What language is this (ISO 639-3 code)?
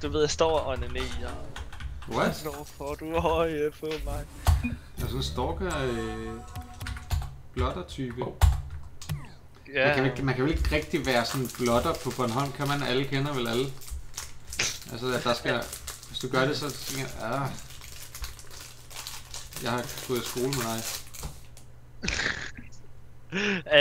dan